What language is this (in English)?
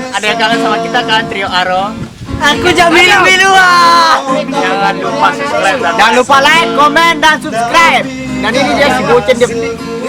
Sasak